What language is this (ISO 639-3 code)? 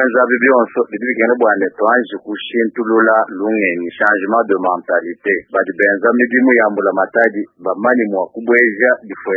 lua